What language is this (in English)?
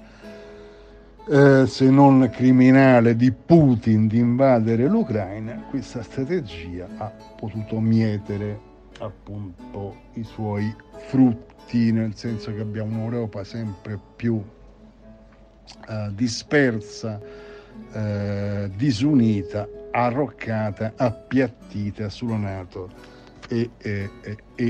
Italian